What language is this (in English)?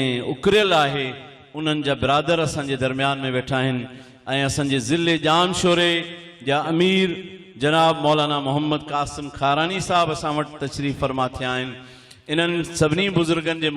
Sindhi